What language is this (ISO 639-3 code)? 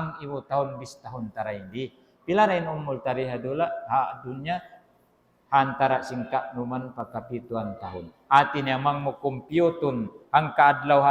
tsg